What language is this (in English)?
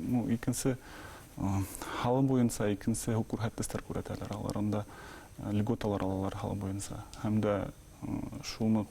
Bashkir